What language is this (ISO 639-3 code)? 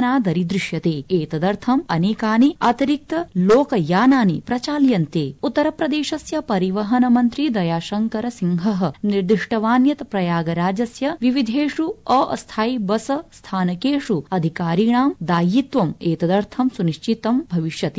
san